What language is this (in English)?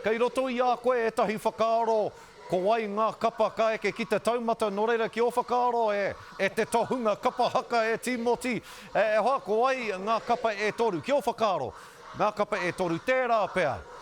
Māori